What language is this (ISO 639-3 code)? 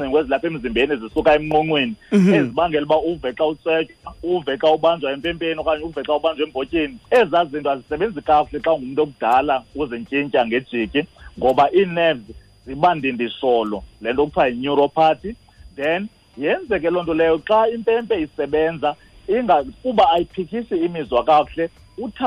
xho